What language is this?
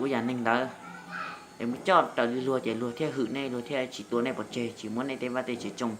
Hmong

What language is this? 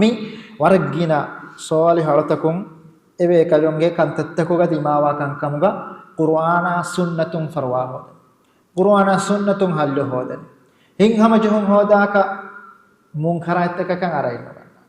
Divehi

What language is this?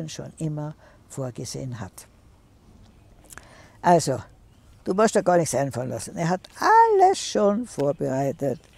German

